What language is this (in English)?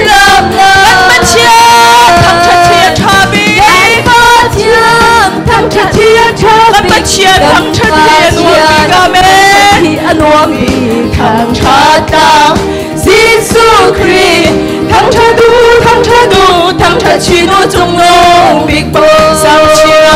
Hakha Chin